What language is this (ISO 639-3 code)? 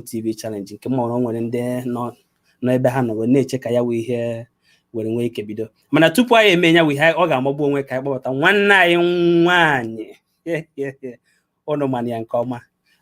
ibo